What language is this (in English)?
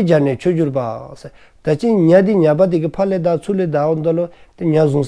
Dzongkha